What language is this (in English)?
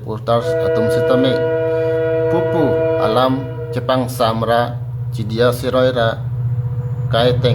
Karbi